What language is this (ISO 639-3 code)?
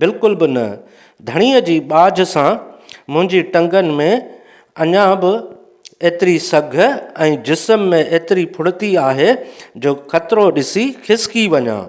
snd